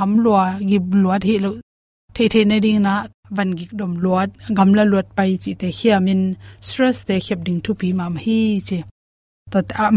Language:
Tedim Chin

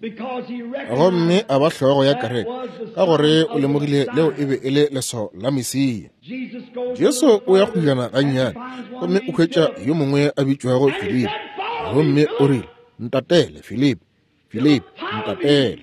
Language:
Northern Sotho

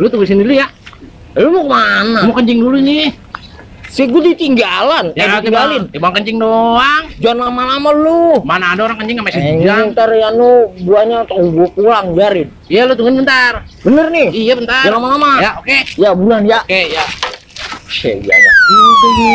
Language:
Betawi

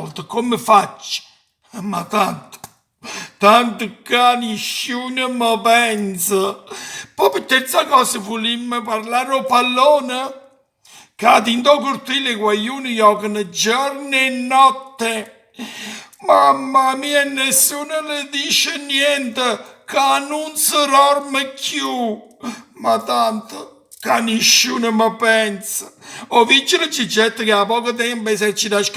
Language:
Neapolitan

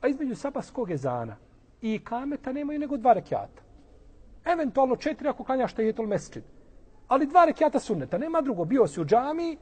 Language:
Bosnian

